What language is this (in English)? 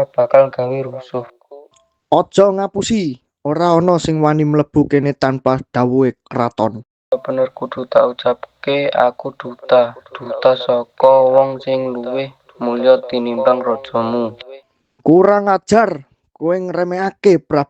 Javanese